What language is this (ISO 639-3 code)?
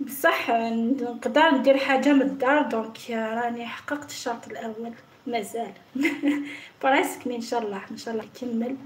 arq